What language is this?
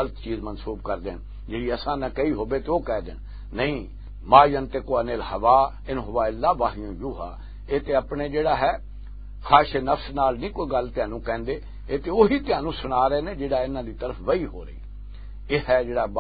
Western Panjabi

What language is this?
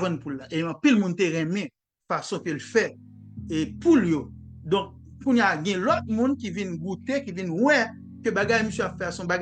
Haitian Creole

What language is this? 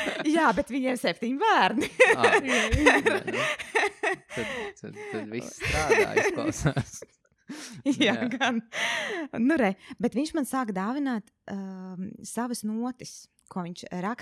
Latvian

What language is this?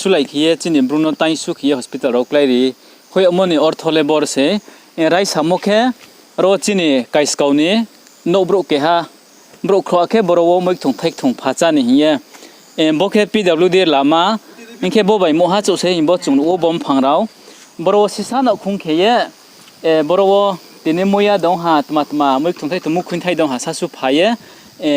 Riang (India)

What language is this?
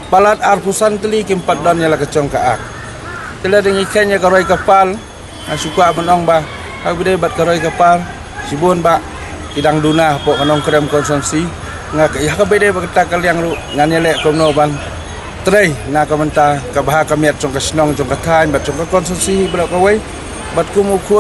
Khasi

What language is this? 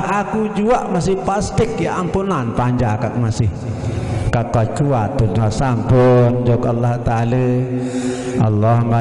Sasak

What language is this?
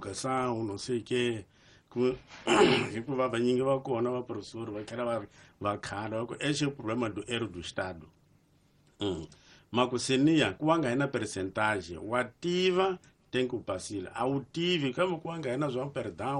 Tsonga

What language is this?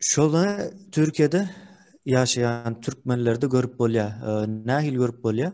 Turkmen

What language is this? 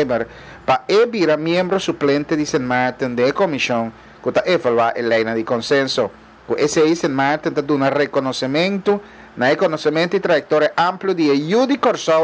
Papiamento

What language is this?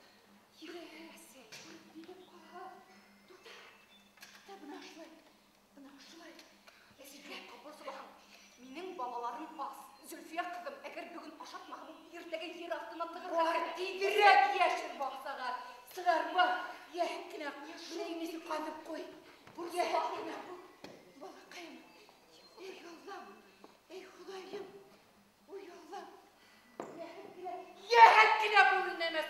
Bashkir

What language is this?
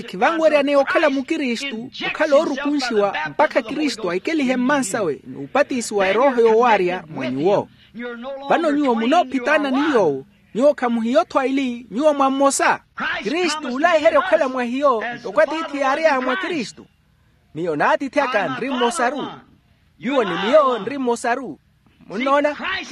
Makhuwa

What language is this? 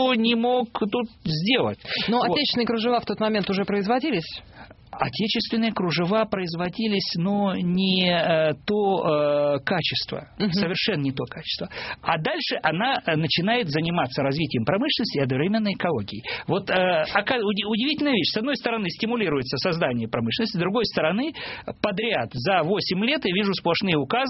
Russian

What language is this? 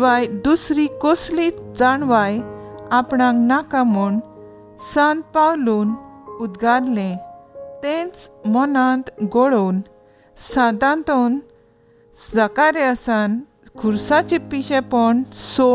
Konkani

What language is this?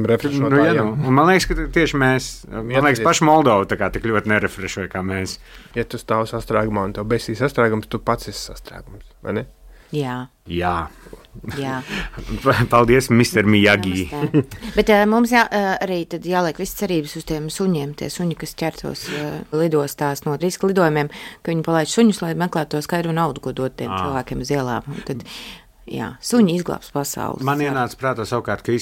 Latvian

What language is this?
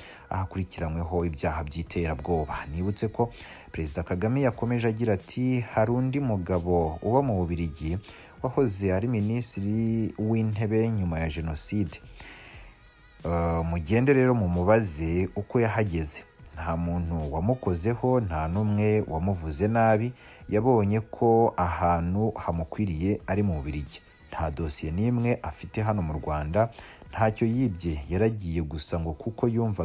Kinyarwanda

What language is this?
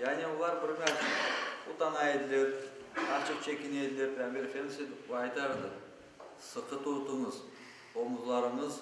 Crimean Tatar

